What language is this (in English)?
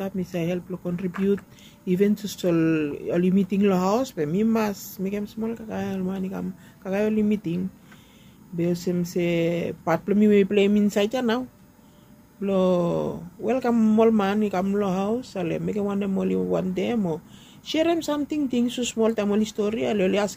Bislama